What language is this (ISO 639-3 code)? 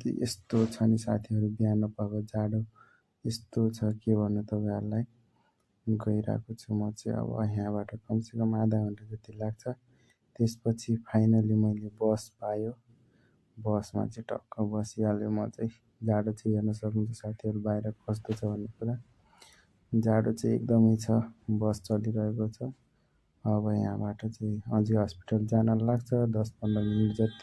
nep